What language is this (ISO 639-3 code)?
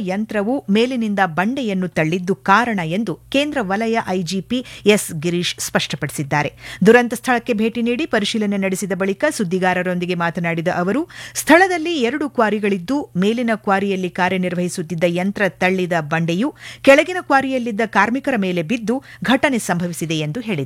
kan